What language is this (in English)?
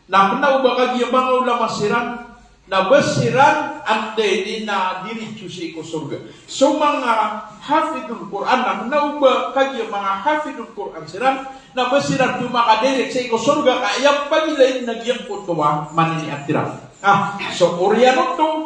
Maranao